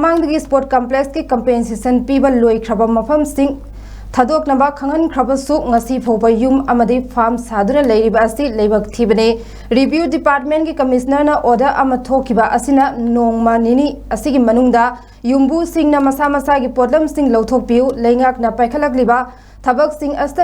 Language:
Manipuri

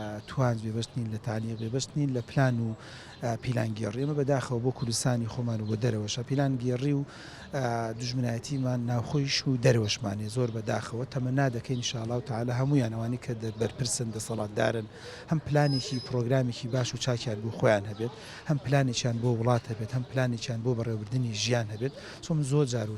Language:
Central Kurdish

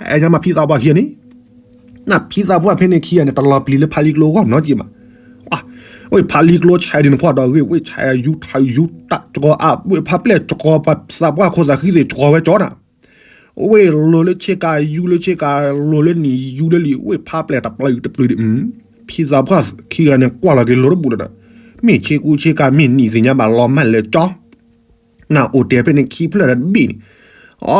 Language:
S'gaw Karen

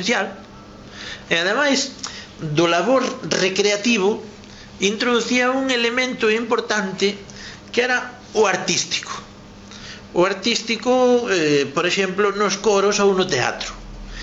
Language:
Galician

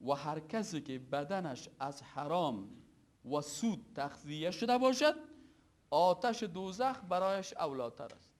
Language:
Persian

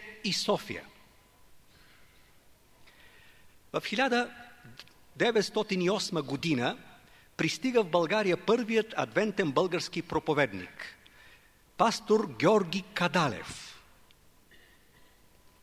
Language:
Bulgarian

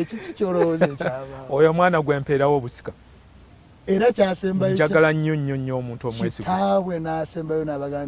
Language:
Ganda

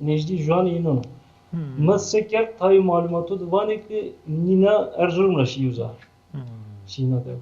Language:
Zaza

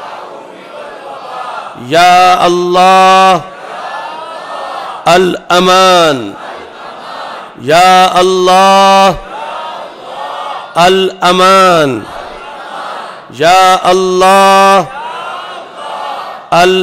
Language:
Urdu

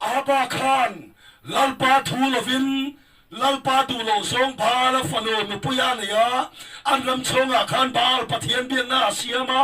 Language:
Mizo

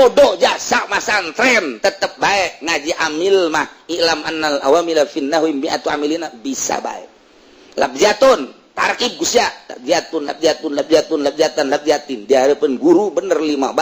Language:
Sundanese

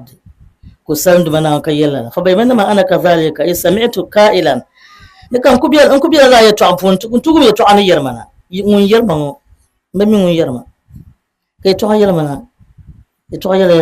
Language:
Dagbani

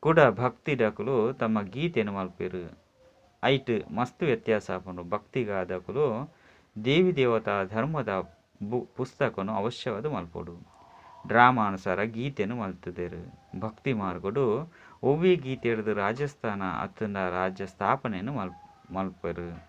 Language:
Tulu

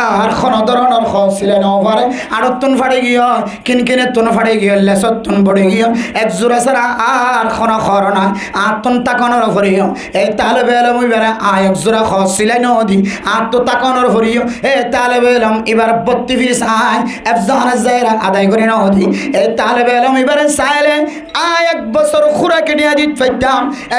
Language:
Rohingya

